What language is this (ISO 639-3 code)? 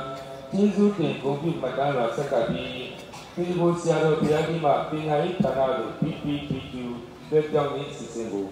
mya